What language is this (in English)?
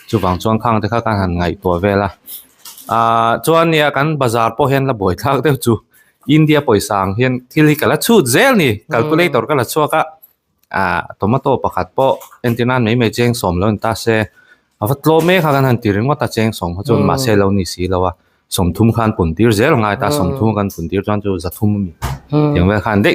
Mizo